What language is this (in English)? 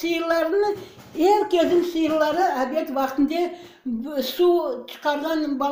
Crimean Tatar